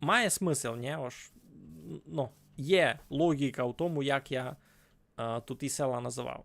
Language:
Rusyn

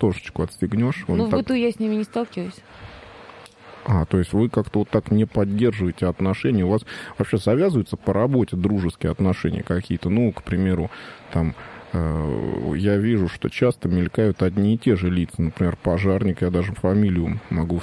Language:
Russian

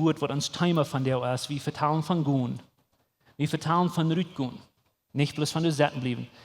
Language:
Plautdietsch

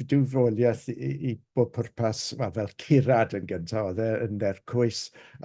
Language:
Welsh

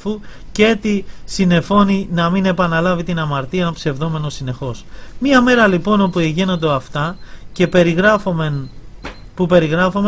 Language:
Greek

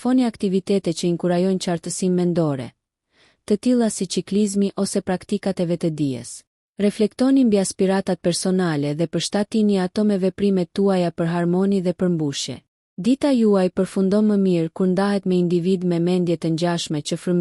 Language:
Albanian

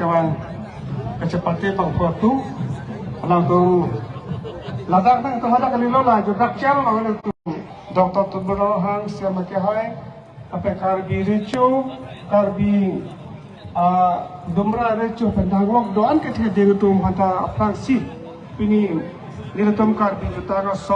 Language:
Karbi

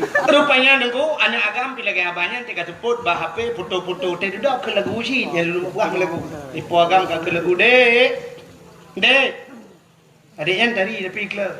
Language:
Achinese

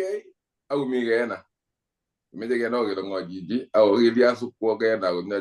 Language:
Kalenjin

